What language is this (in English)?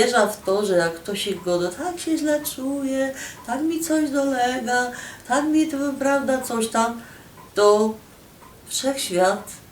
Silesian